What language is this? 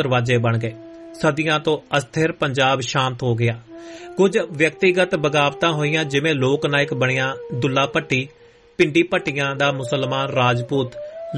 Punjabi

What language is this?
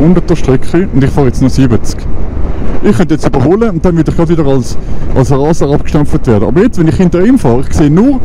Swiss German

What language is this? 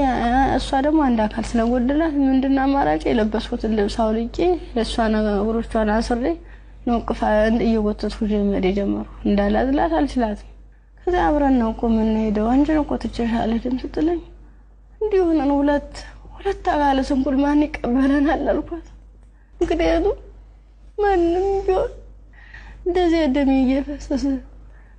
Amharic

